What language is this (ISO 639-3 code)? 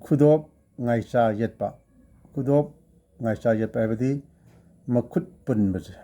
mni